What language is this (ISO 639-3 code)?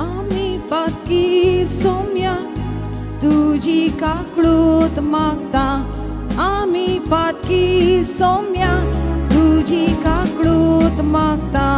kok